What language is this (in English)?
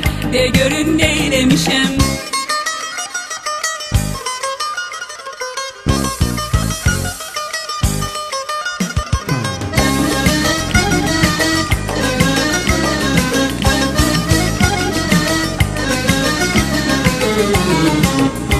Turkish